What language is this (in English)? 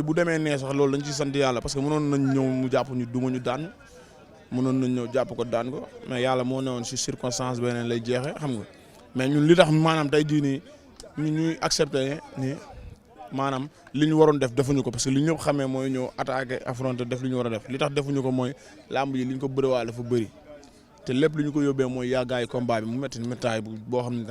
Wolof